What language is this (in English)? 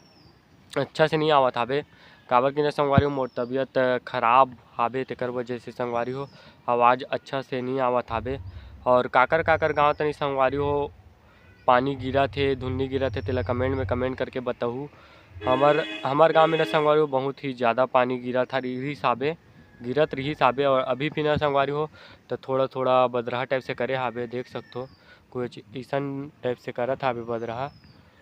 Chhattisgarhi